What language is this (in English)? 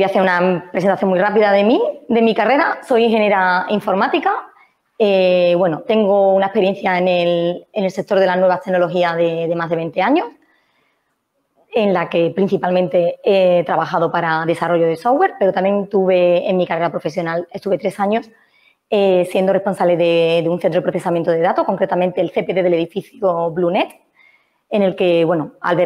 Spanish